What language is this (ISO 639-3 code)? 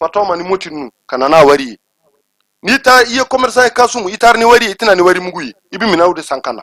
bam